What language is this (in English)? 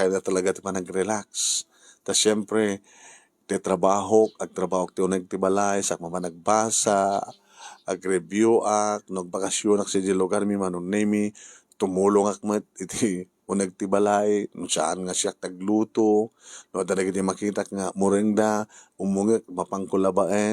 Iloko